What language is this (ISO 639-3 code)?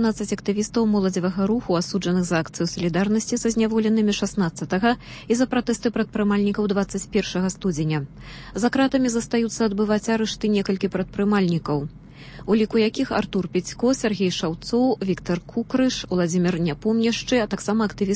bel